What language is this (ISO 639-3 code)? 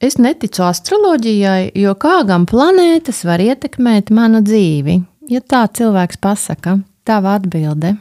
lav